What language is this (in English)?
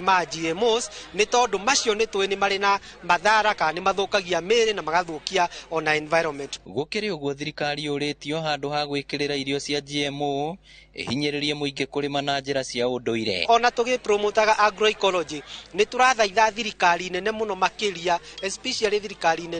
Kikuyu